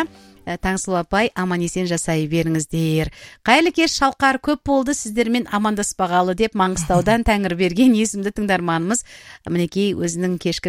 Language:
Kazakh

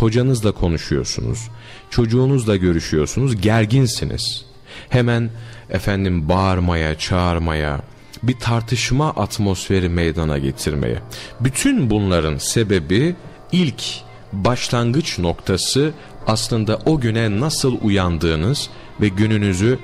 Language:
Turkish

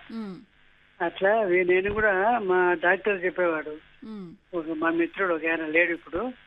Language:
Telugu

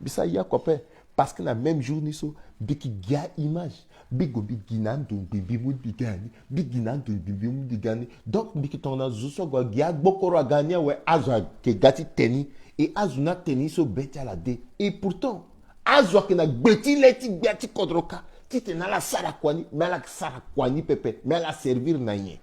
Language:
Sango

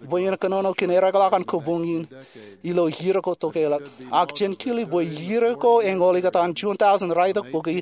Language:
Marshallese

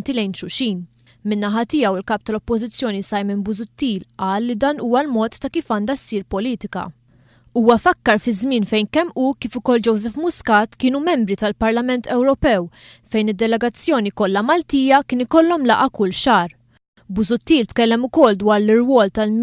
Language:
Maltese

